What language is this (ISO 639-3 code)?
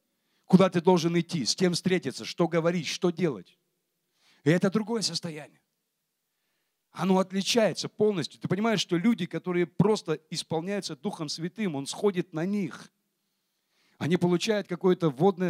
rus